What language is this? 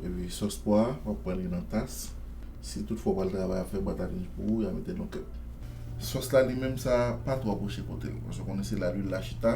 Haitian Creole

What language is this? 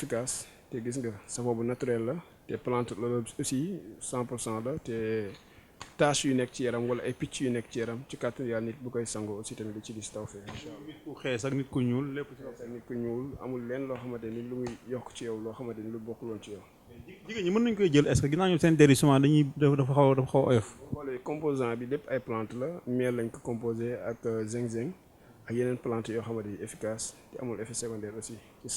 Wolof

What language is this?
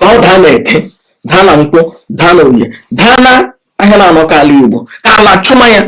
Igbo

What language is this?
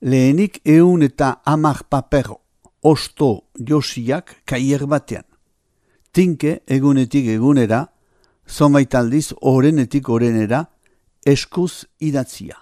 Basque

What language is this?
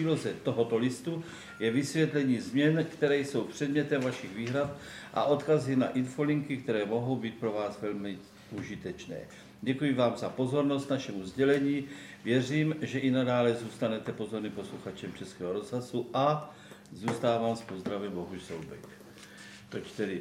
Czech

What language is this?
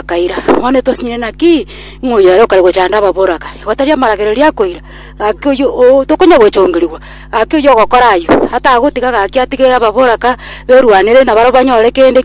Gusii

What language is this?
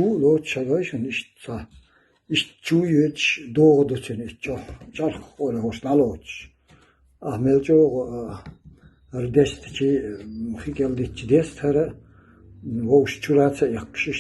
Chechen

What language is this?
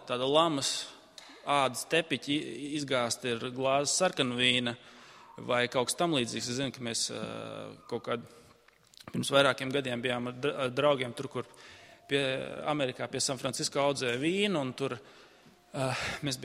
Latvian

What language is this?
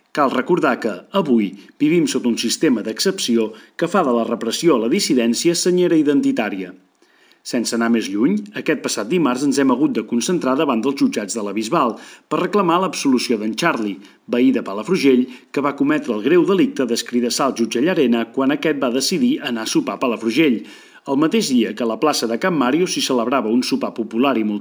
Catalan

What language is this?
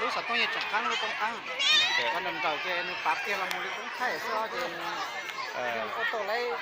Hmong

